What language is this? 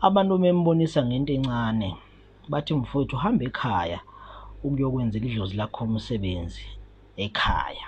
Zulu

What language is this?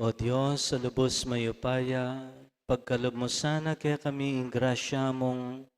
Pampanga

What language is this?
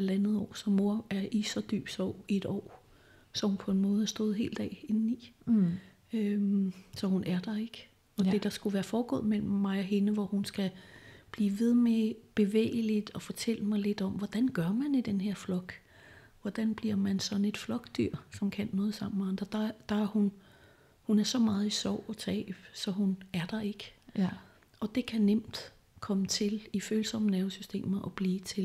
Danish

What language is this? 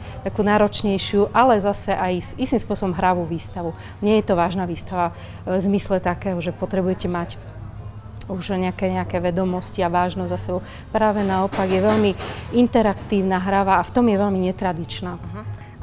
Slovak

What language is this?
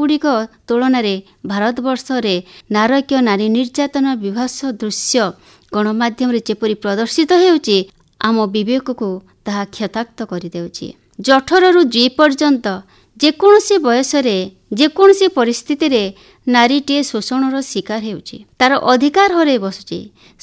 Odia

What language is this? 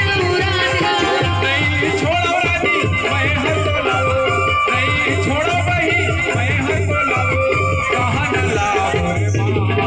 Chhattisgarhi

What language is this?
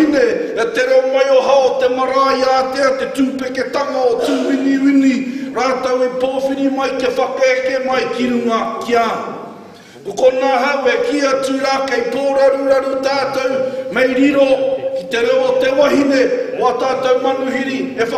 Māori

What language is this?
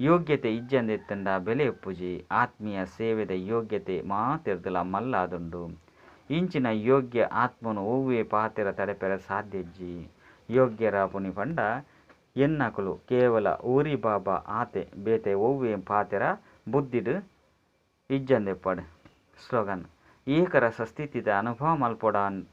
Tulu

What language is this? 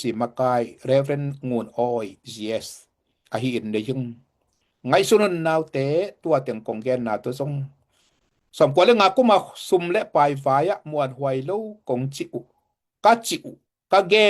Tedim Chin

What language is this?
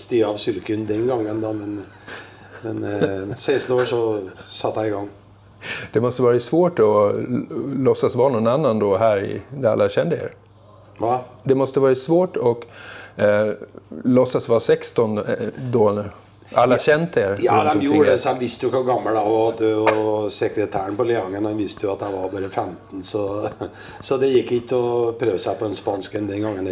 Norwegian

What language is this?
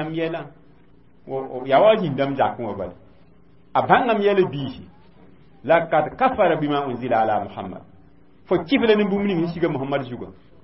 Mossi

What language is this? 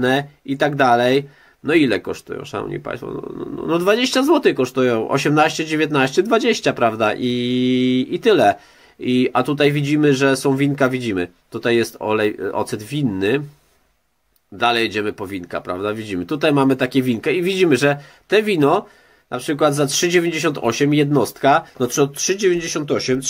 Polish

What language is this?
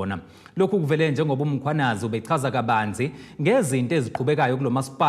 Zulu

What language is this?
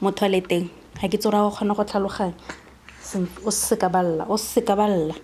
Tswana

